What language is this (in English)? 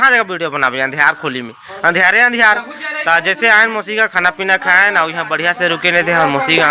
Chhattisgarhi